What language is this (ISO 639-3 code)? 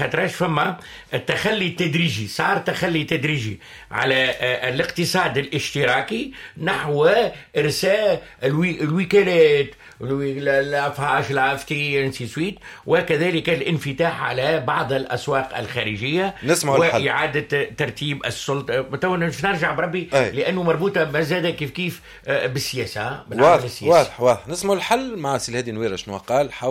aeb